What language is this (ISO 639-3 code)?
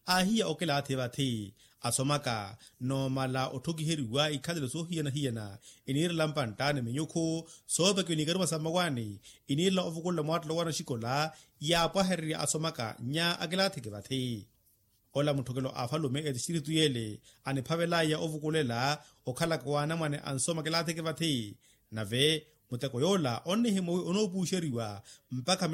vmw